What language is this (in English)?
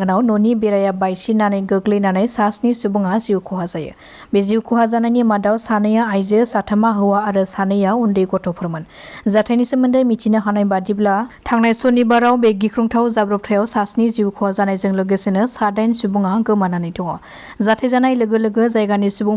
Bodo